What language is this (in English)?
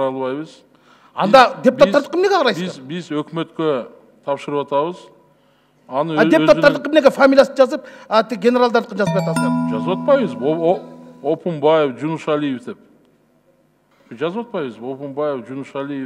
Kyrgyz